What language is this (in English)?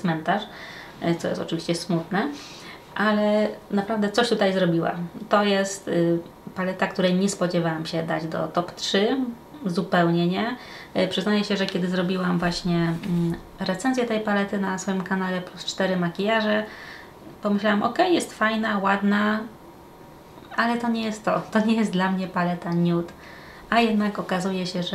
Polish